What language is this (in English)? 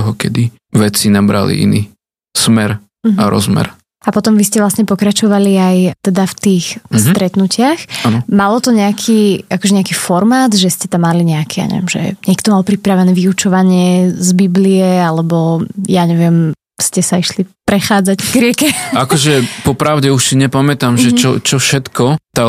Slovak